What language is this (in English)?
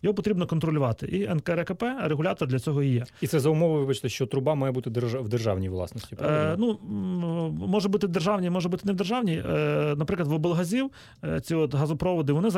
Ukrainian